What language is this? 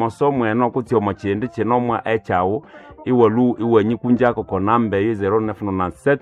Nande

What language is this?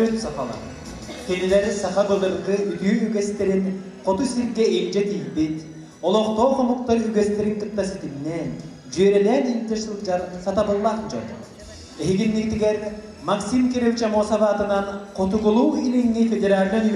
Yakut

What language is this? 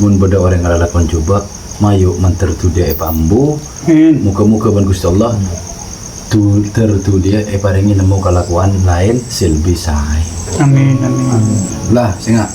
Madurese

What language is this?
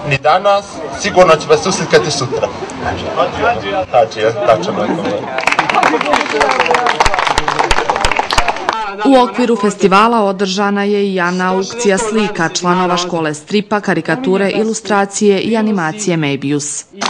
Bosnian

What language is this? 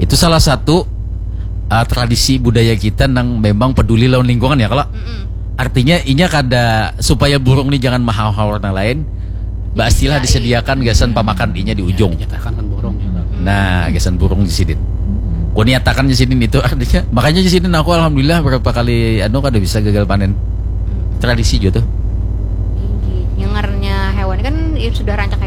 Banjar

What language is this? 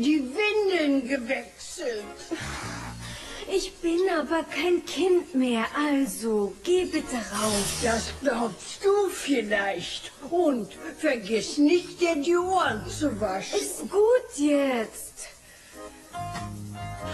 German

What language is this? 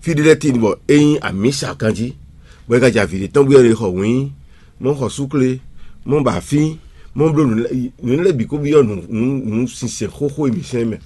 Fon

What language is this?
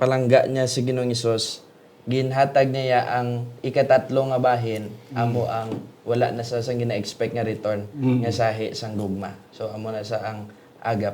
Hiligaynon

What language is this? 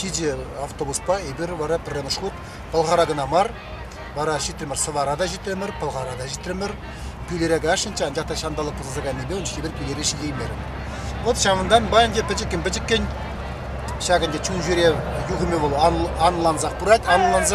Chuvash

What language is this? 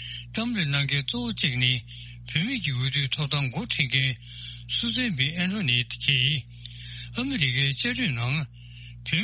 Tibetan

